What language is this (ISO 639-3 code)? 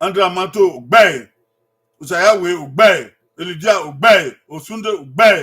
bin